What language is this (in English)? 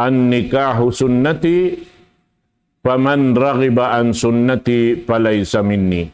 Tausug